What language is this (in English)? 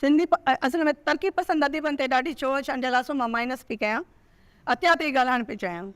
Sindhi